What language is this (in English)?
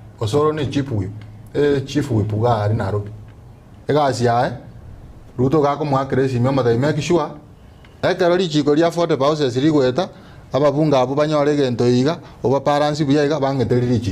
Gusii